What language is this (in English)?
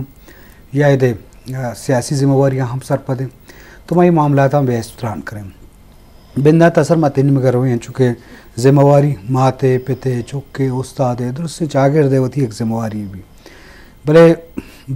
Eastern Balochi